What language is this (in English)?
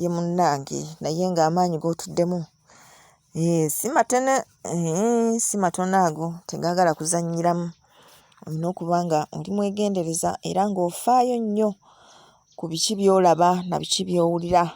Ganda